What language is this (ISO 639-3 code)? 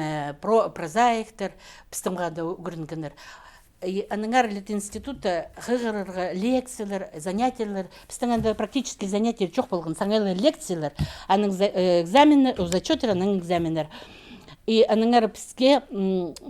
kjh